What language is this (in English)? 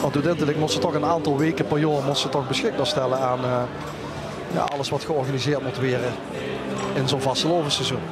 Limburgish